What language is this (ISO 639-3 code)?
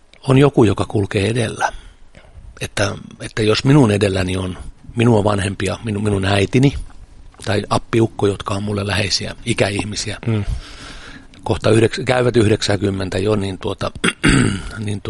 fin